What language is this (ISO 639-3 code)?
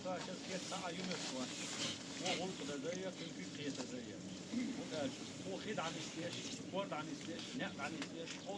che